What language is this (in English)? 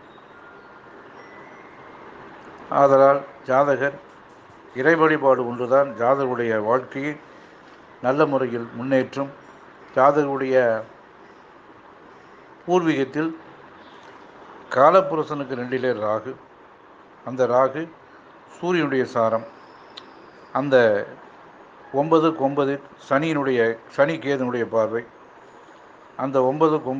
Tamil